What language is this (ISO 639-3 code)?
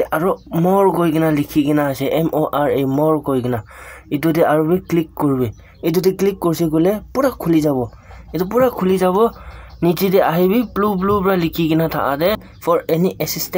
nag